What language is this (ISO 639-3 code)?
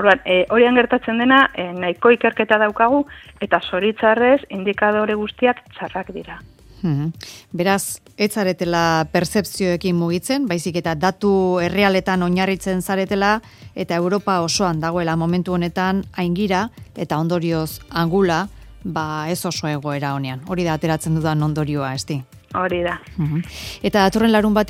eus